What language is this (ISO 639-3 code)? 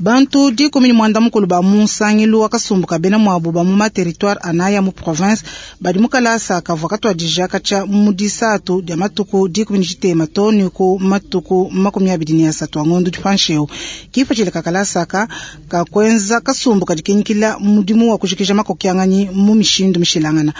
lua